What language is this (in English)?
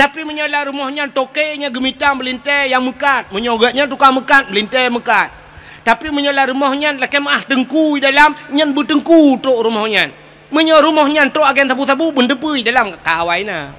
Achinese